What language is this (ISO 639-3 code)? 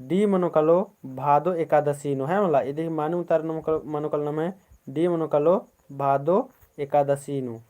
kru